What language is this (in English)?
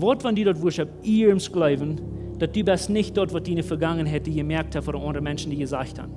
Plautdietsch